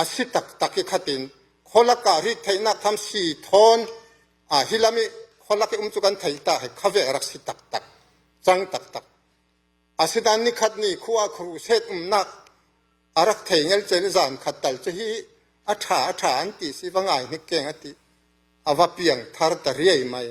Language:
Falam Chin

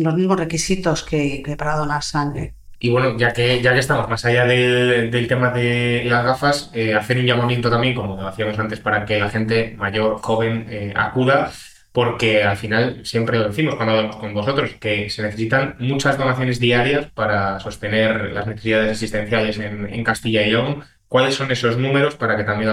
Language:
Spanish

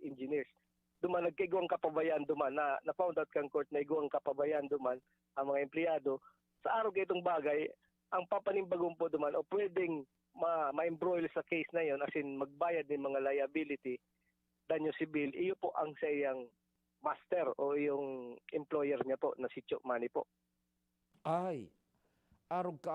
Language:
Bikol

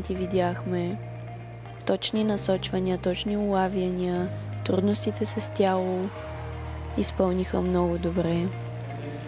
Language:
Bulgarian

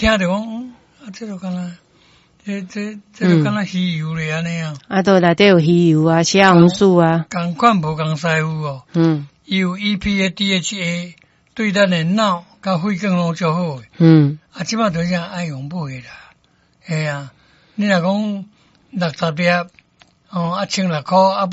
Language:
Min Nan Chinese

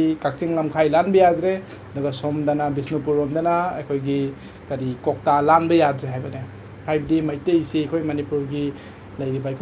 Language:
Manipuri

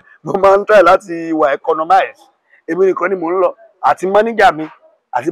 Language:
Yoruba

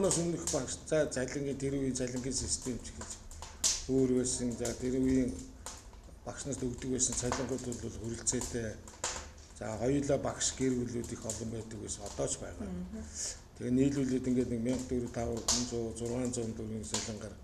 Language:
Mongolian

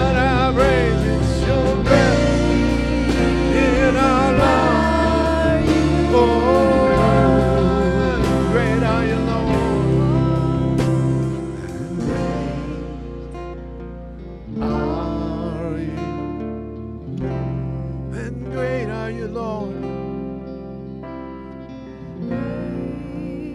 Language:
English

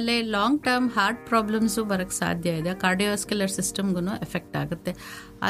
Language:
Kannada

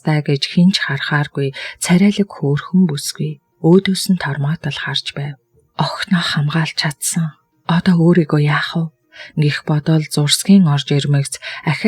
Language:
Mongolian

